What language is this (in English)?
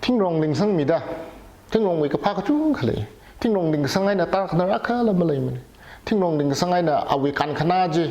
Tangkhul Naga (India)